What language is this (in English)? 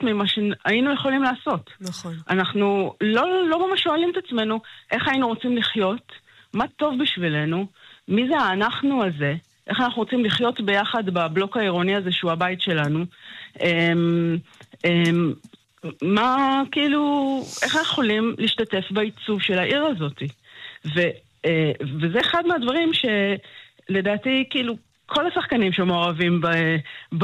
Hebrew